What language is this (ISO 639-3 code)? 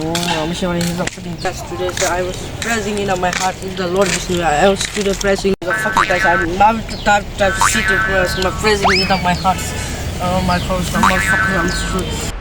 trp